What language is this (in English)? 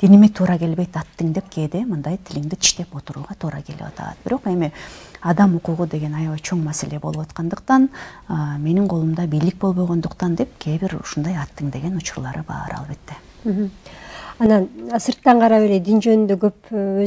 Kyrgyz